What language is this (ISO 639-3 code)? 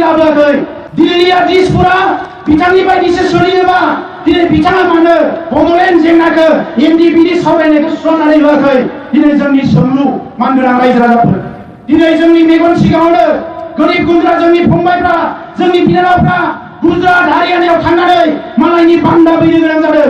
brx